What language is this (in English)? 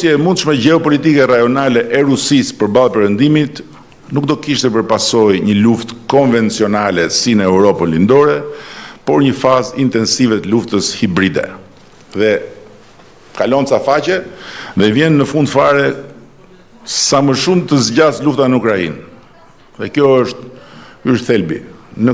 Albanian